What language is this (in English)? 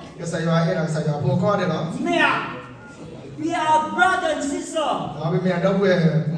S'gaw Karen